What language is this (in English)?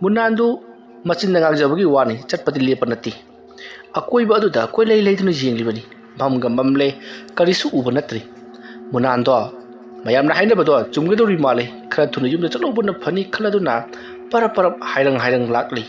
Manipuri